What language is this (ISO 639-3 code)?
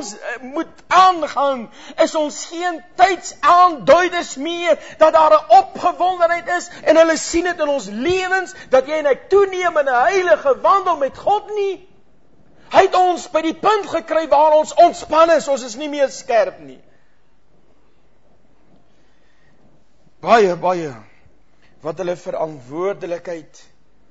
afr